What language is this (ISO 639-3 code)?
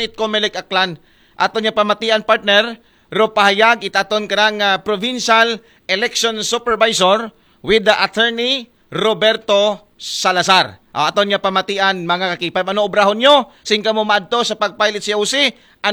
akl